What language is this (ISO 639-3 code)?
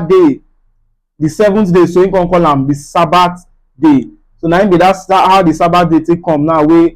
pcm